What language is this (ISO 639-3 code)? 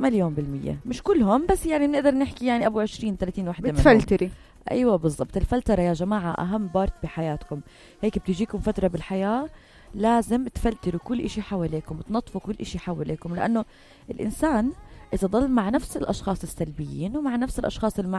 apc